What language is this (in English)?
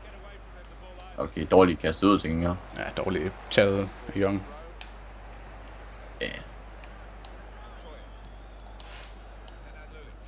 Danish